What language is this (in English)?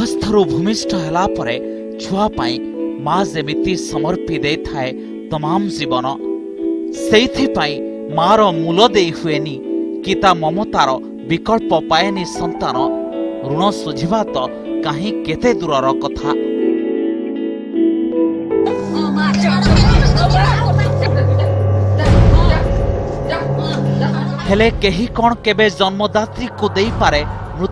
Odia